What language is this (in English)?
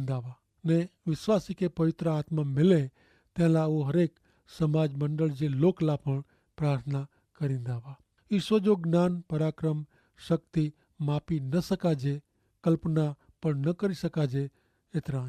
Kachhi